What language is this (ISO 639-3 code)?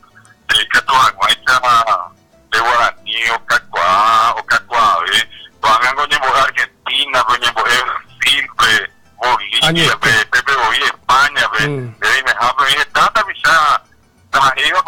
grn